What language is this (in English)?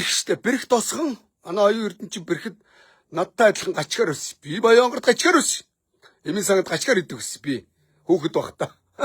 Mongolian